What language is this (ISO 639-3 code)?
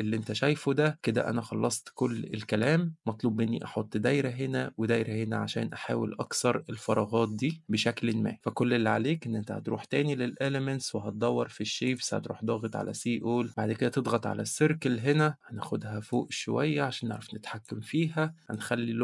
arz